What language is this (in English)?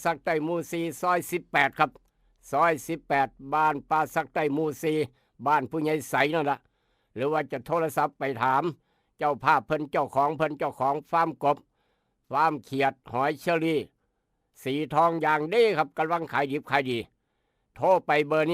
Northeastern Thai